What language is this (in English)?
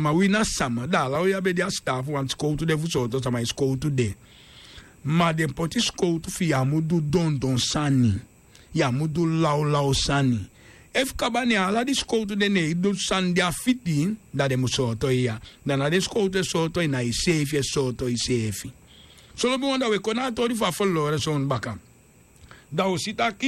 Sranan Tongo